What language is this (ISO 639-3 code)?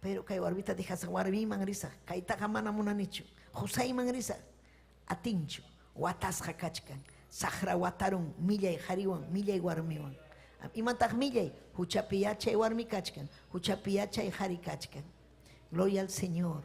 quy